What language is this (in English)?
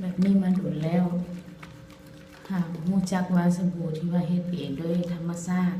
Lao